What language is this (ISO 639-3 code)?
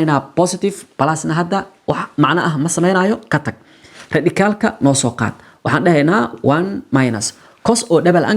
som